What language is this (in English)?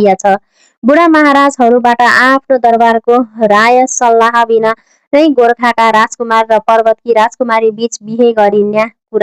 Nepali